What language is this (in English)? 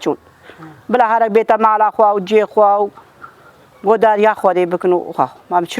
Kurdish